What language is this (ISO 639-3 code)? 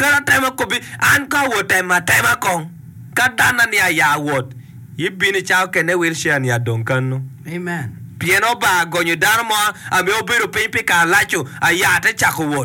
ach